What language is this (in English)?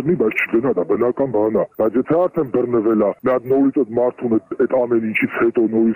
Armenian